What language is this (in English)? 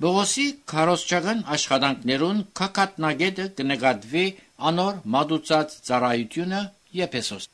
Armenian